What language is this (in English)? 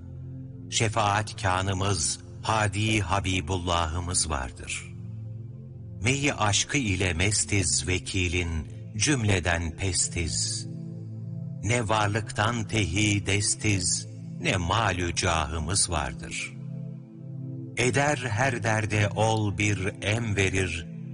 Turkish